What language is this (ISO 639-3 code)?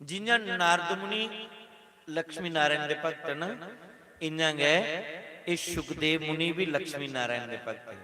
doi